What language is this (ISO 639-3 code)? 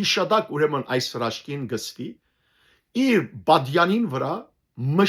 hyw